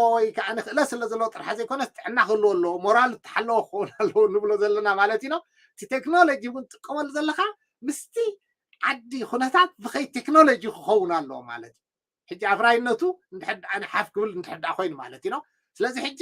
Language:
Tigrinya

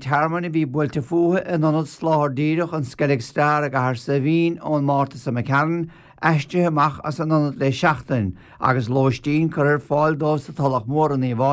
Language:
Irish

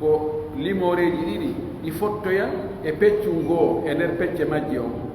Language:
Pular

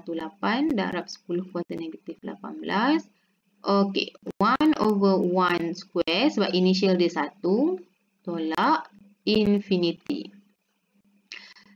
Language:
Malay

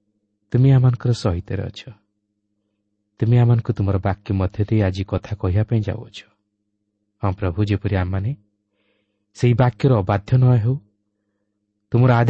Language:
Odia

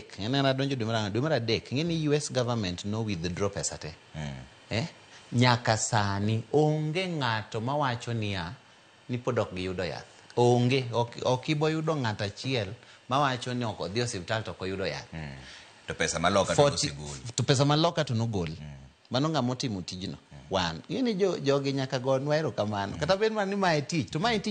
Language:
Luo (Kenya and Tanzania)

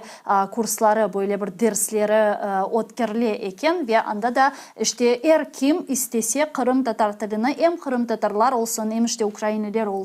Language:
Crimean Tatar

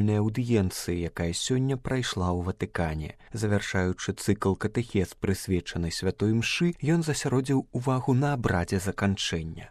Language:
Belarusian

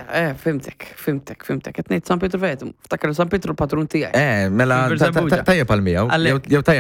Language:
Maltese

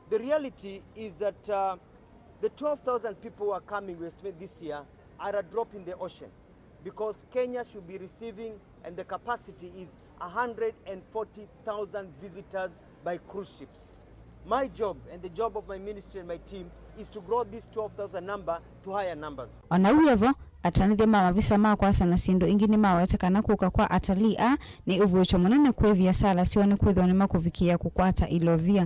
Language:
Kamba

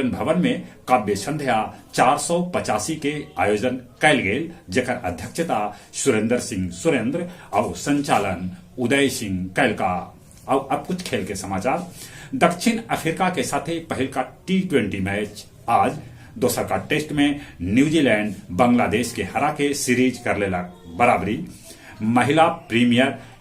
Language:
Magahi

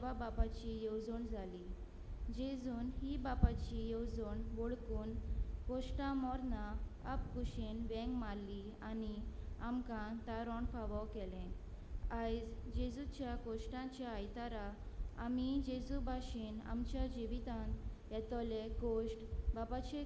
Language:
Konkani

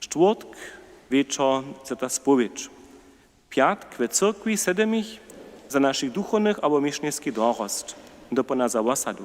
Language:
Upper Sorbian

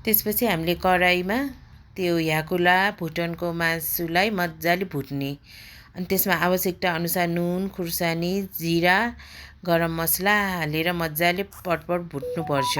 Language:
Nepali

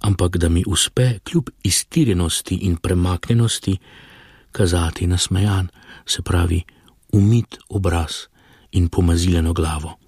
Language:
Slovenian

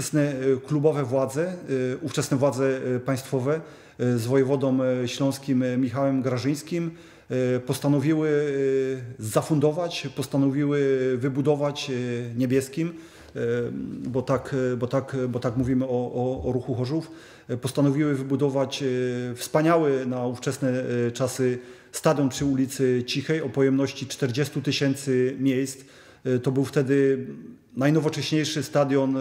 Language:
Polish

